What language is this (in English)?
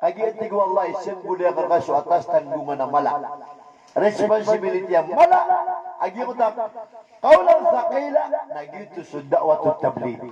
Maranao